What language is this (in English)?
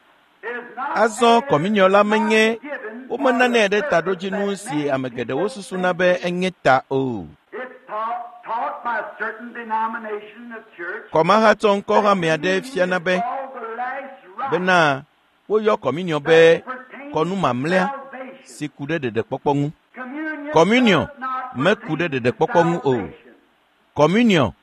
Ewe